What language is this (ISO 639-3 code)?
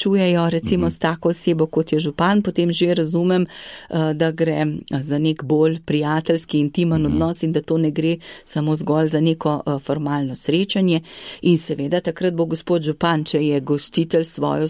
slv